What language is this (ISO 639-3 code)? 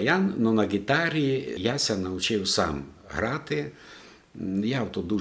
rue